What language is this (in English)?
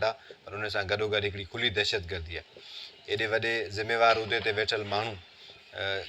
Sindhi